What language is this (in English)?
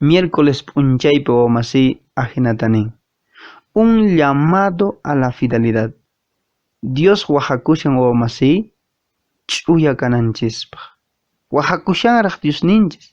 Quechua